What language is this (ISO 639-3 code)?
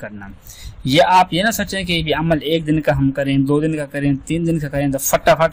urd